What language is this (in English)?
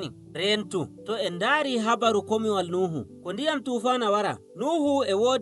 Nigerian Fulfulde